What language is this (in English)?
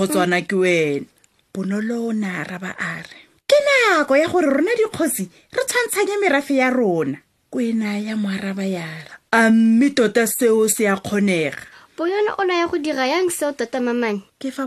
Tswana